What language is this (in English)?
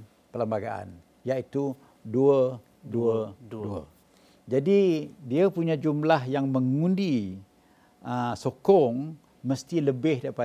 Malay